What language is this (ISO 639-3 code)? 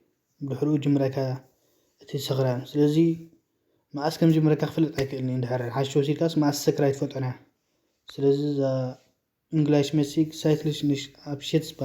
tir